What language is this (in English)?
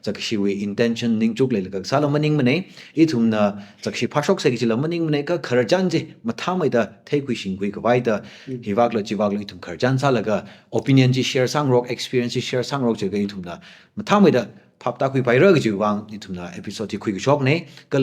Tangkhul Naga (India)